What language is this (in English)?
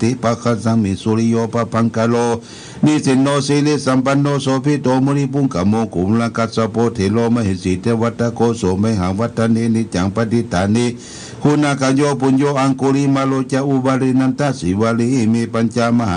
Pali